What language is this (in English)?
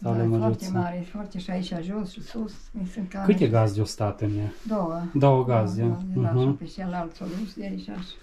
Romanian